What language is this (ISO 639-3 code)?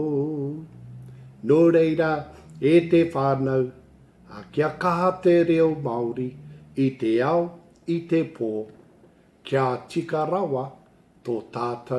mri